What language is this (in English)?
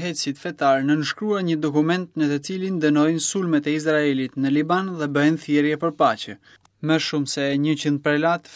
Albanian